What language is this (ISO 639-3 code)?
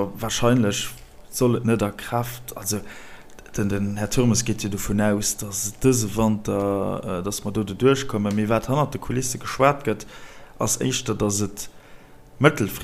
ltz